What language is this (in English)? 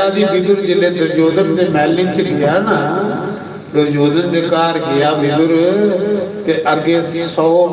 Dogri